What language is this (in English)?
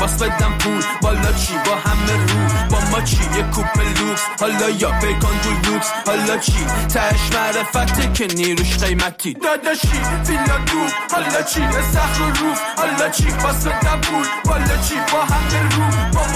Persian